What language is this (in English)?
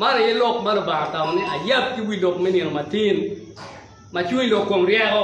Acoli